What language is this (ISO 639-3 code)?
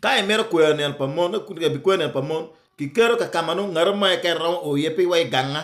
ach